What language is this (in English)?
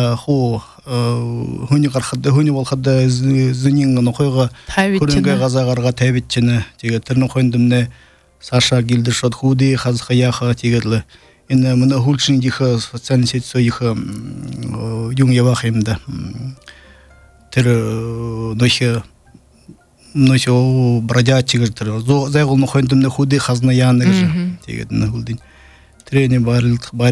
Buriat